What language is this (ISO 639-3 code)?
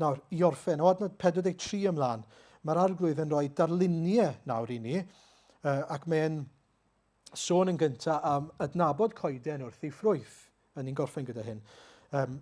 cym